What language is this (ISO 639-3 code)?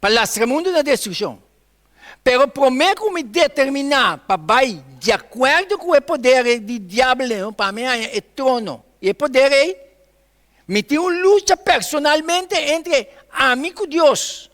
pap